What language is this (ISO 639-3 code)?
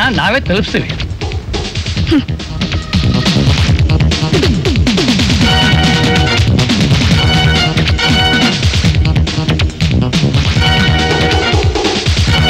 kan